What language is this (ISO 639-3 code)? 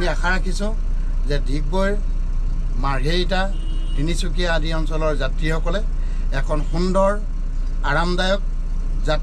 asm